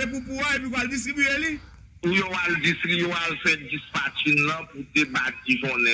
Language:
Haitian Creole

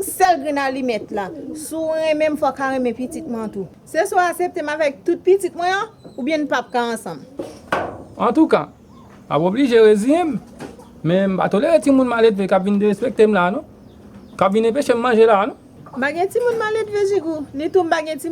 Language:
Haitian Creole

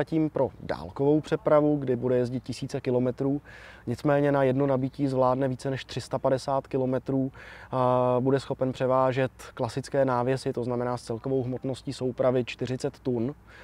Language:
Czech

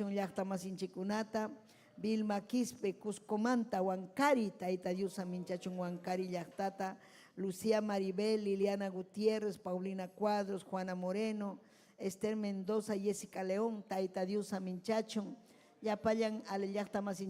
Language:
Ayacucho Quechua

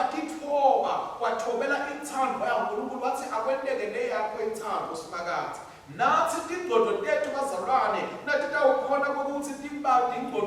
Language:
Swati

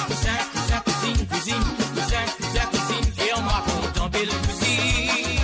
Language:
Morisyen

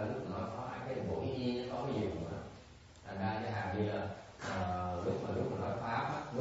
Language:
Vietnamese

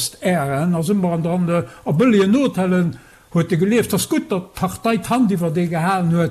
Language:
Luxembourgish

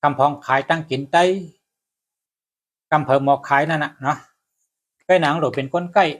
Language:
Shan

